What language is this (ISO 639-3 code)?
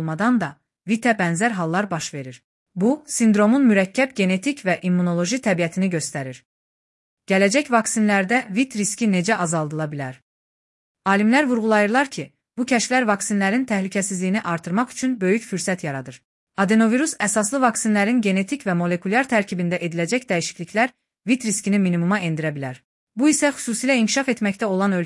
aze